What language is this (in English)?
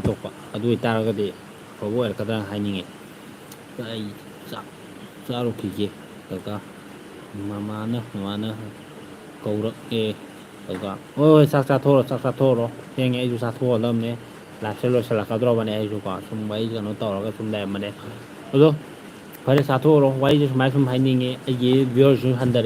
Manipuri